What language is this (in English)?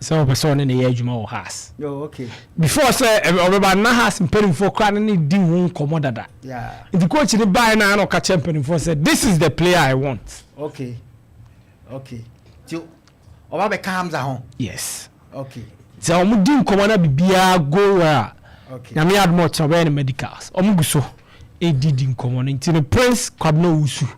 Akan